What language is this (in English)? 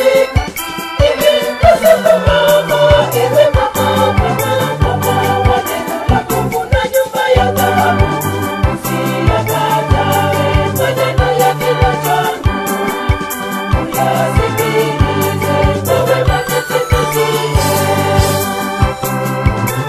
Swahili